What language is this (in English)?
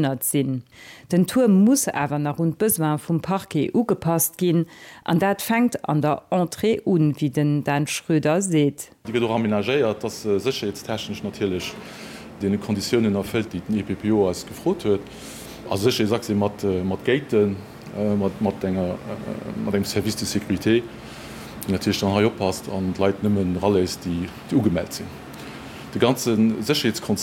Luxembourgish